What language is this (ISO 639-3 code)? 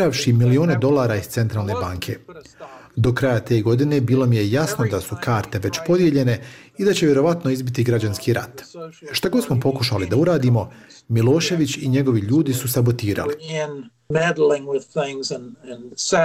bos